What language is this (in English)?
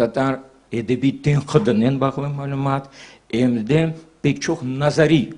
Crimean Tatar